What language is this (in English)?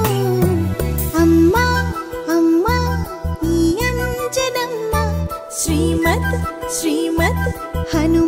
Telugu